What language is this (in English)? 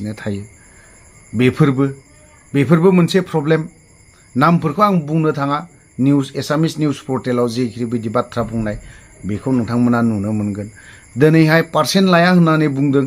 Bodo